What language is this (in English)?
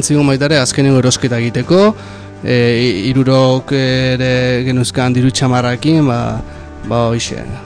Basque